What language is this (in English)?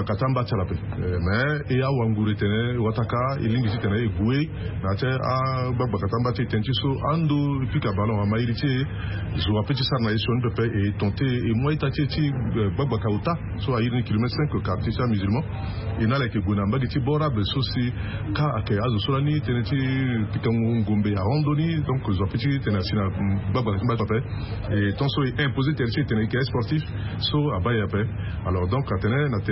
Sango